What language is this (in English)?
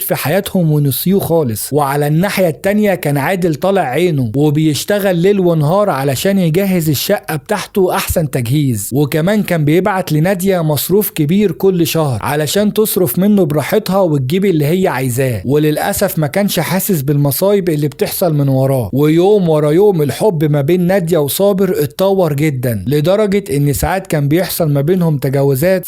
Egyptian Arabic